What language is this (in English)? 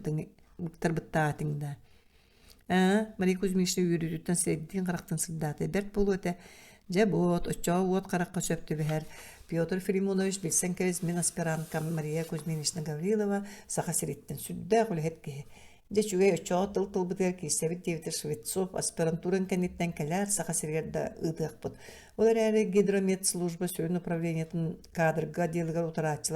Yakut